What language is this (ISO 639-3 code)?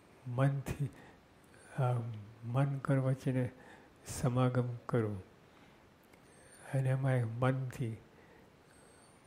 guj